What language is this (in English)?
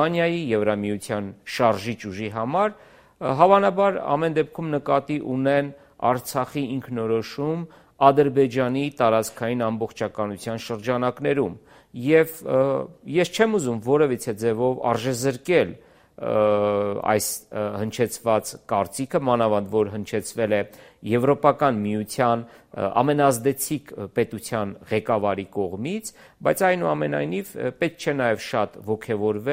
Armenian